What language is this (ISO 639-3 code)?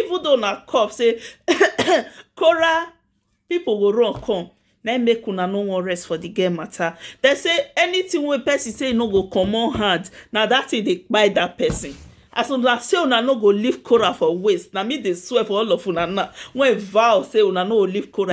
pcm